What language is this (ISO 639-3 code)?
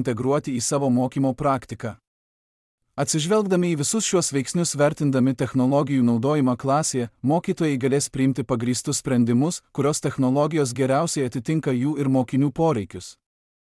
lit